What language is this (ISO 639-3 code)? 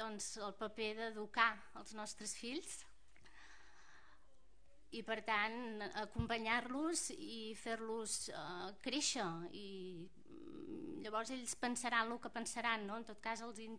cat